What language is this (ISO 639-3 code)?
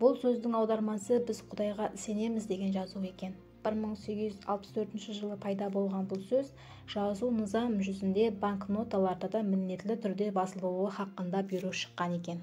kaa